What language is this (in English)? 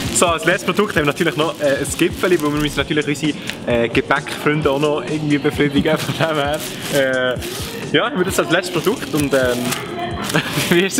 Swiss German